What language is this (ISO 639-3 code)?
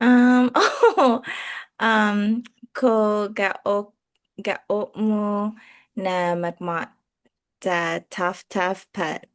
cha